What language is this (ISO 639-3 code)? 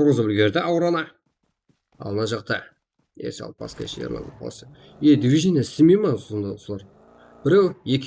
kaa